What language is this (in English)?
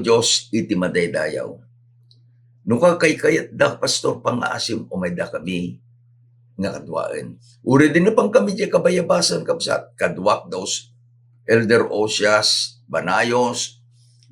Iloko